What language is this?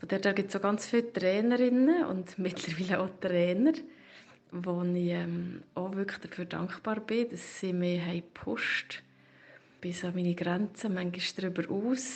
Swiss German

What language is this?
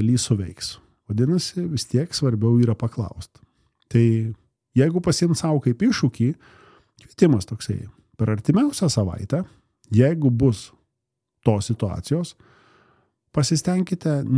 Lithuanian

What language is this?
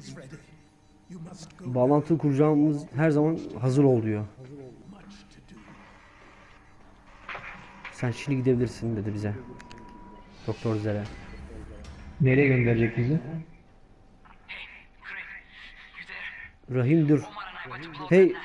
Turkish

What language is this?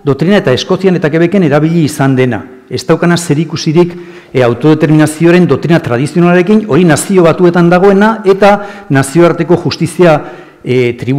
Basque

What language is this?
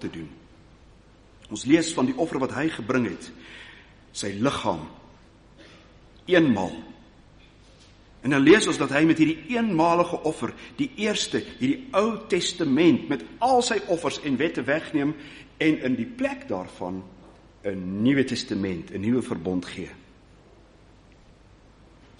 Afrikaans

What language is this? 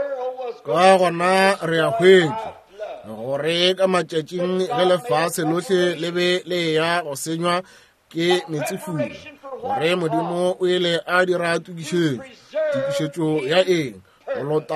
Northern Sotho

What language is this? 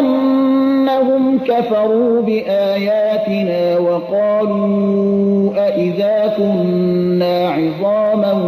Persian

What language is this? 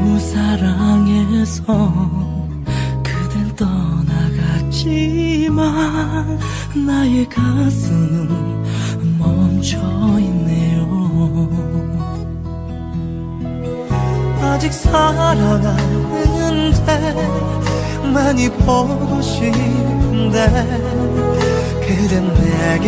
Korean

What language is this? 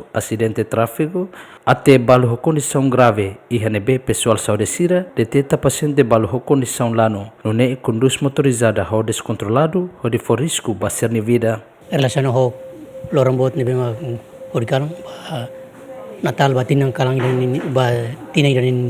Tetum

